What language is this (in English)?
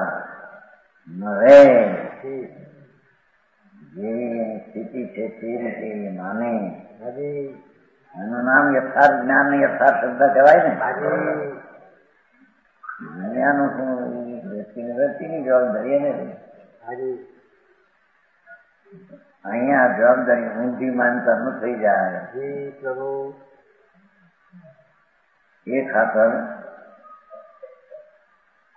Gujarati